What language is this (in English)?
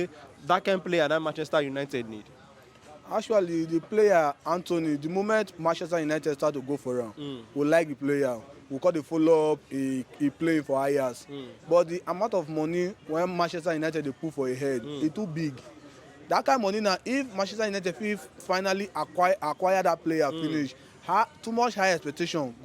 Nigerian Pidgin